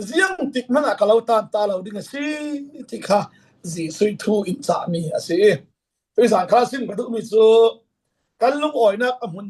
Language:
Falam Chin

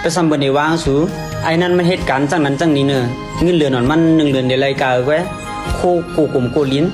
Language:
Shan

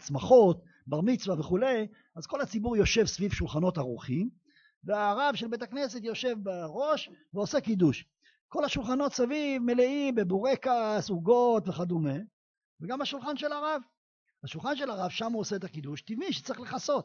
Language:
Hebrew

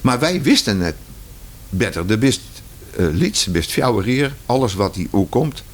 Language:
Western Frisian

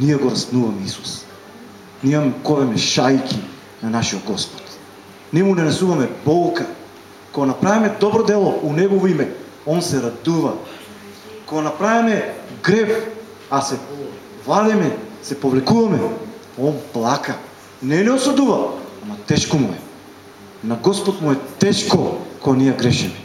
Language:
Macedonian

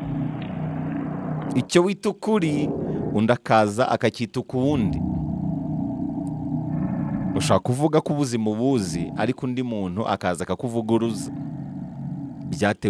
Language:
Kinyarwanda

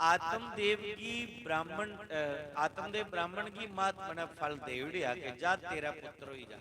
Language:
Dogri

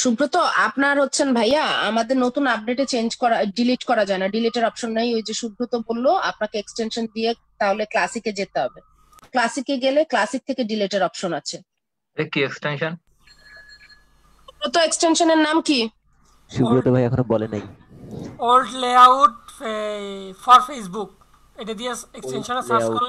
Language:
Bangla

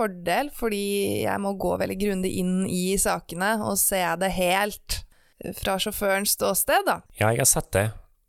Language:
Norwegian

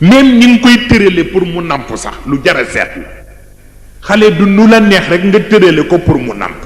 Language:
Wolof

